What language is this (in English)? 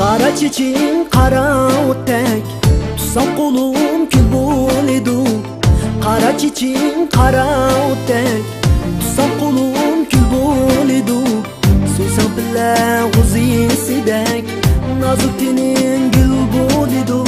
Uyghur